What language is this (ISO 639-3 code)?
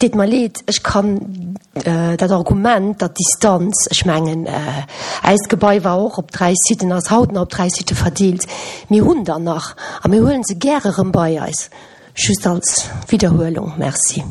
ltz